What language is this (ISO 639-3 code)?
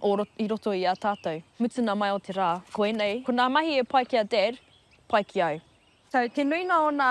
mri